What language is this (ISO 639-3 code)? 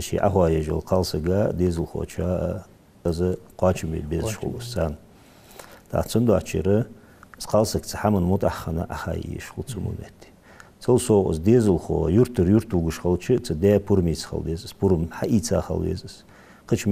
inh